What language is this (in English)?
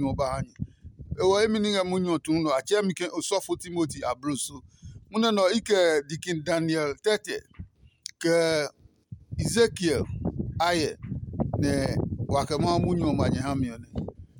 Adangme